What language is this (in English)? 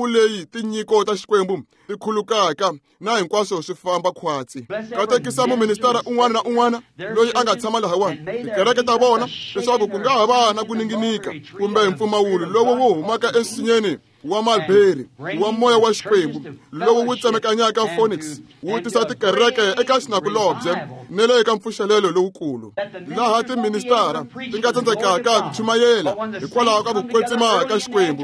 Tsonga